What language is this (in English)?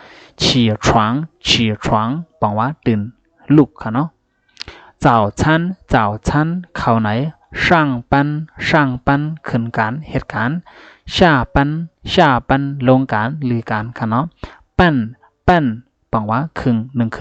Shan